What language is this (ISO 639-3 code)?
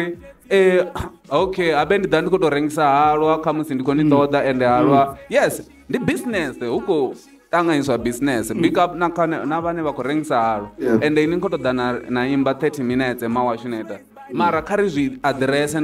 ven